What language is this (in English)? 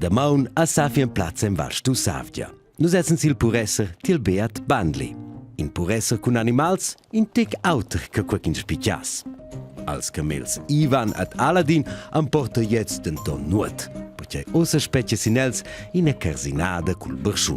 Romansh